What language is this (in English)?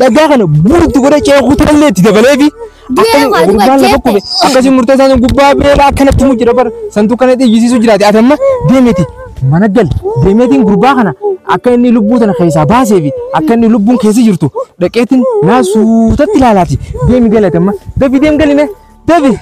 Oromo